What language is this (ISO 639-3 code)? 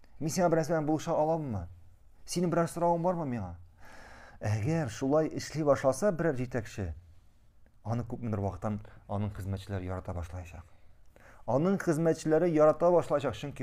tat